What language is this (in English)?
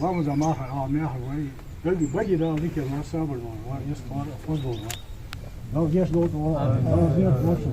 Ingush